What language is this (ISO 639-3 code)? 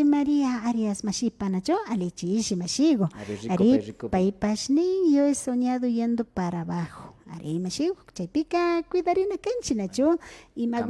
qvi